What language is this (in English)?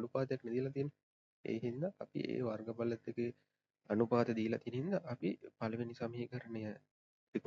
Sinhala